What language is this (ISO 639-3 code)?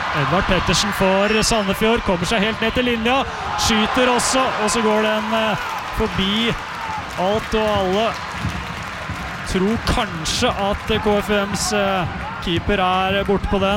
nor